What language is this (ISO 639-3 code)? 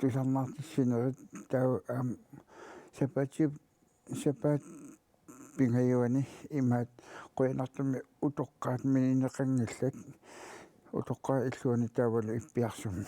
kal